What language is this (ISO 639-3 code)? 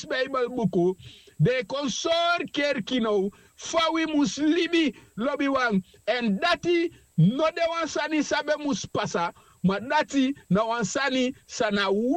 srn